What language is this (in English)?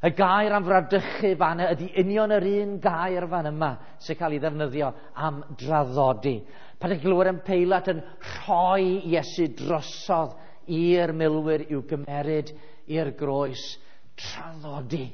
Welsh